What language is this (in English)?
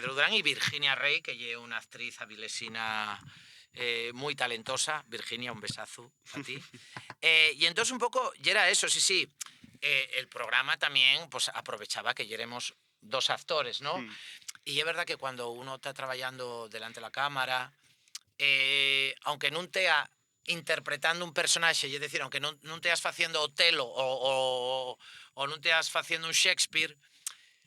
Asturian